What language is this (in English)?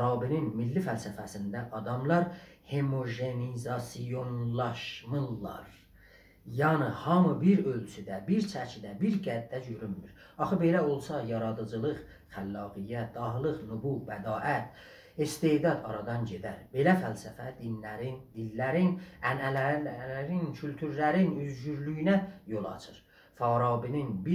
South Azerbaijani